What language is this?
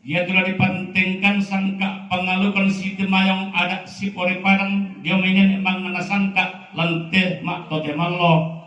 Toraja-Sa'dan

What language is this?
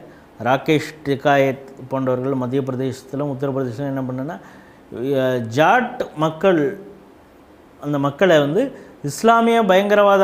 Tamil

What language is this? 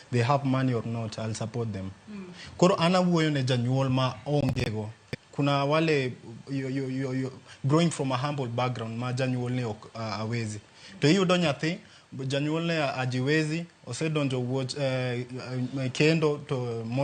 Luo (Kenya and Tanzania)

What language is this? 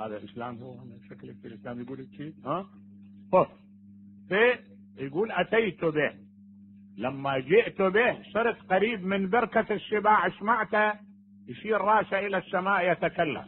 Mesopotamian Arabic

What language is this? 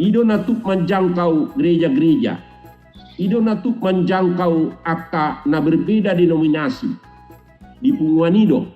Batak Toba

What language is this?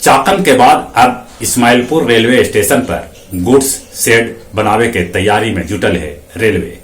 Magahi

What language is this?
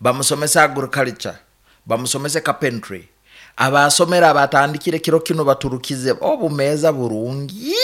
Nyoro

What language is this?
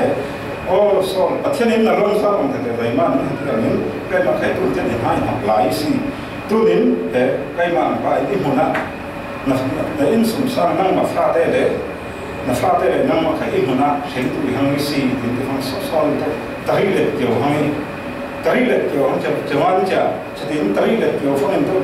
Falam Chin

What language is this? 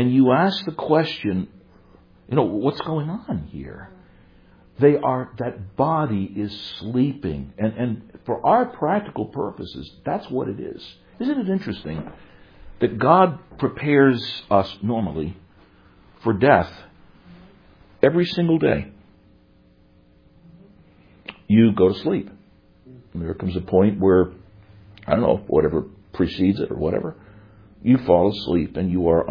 English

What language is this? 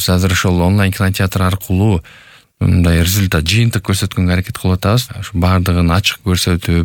Kyrgyz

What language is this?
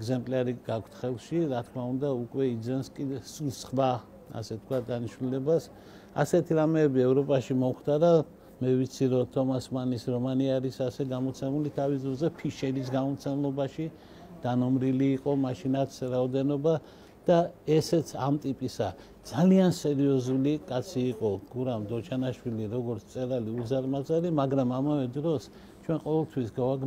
Georgian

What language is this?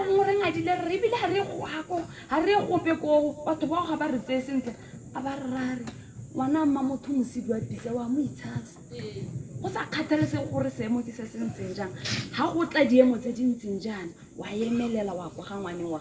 Tswana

